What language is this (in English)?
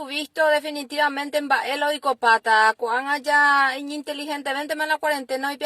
Guarani